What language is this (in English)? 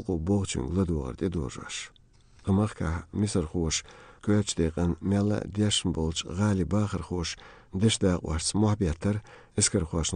Chechen